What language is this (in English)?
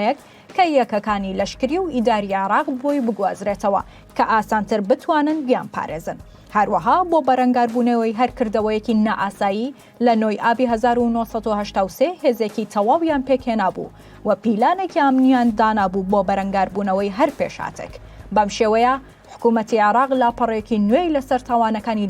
Central Kurdish